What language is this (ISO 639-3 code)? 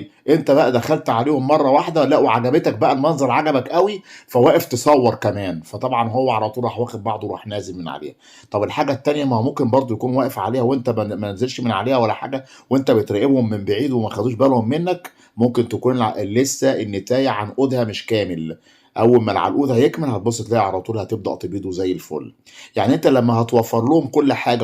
arz